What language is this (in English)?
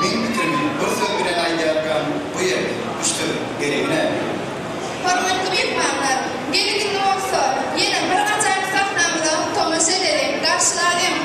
Turkmen